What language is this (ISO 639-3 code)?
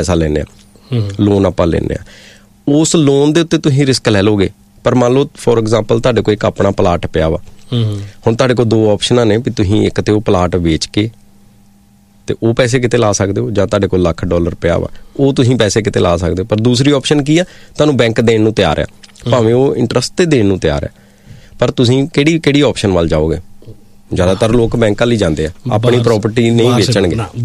pan